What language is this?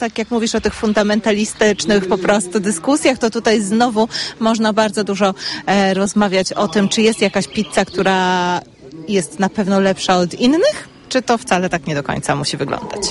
Polish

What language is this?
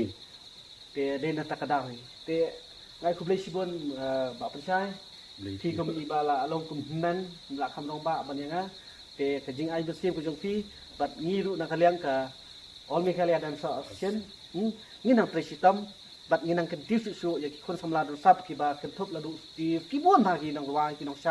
Khasi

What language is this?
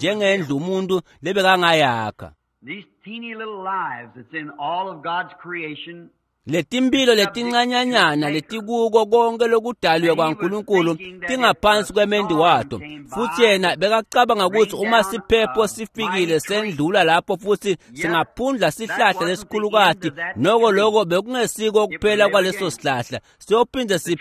Swati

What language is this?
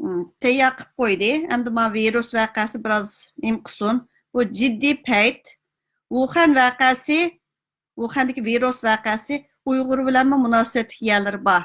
Uyghur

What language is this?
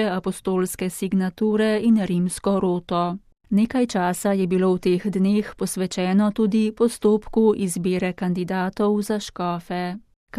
Slovenian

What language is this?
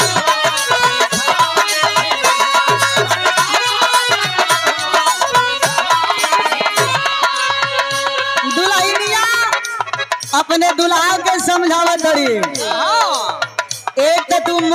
Bhojpuri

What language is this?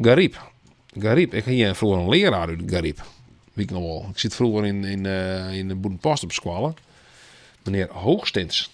Western Frisian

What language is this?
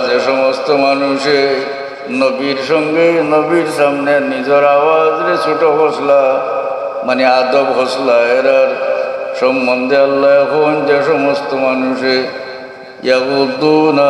Sylheti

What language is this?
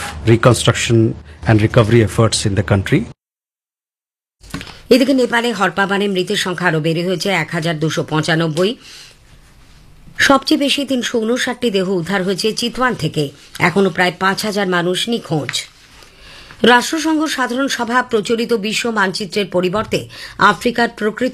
Bangla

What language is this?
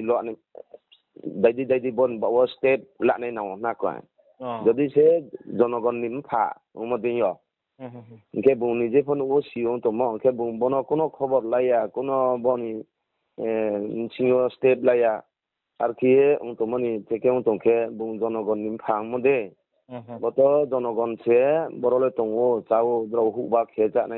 Riang (India)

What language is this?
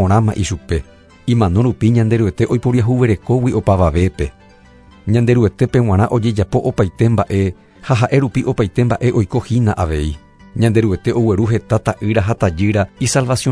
Guarani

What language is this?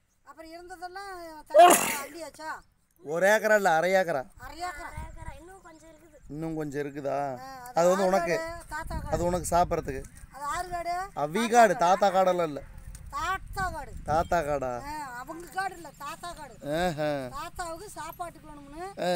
Tamil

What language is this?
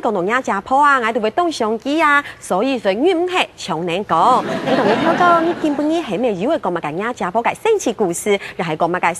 Hakka Chinese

